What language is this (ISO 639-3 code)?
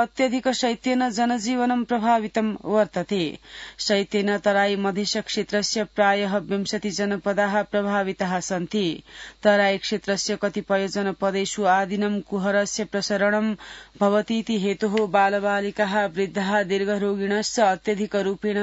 san